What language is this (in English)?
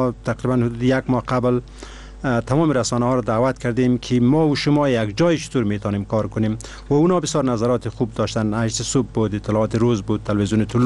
Persian